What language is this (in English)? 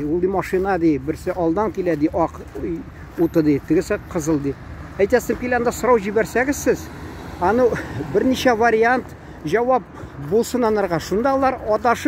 Tatar